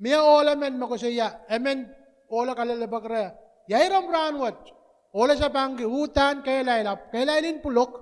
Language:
Pohnpeian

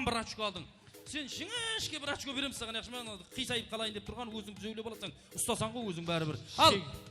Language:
Kara-Kalpak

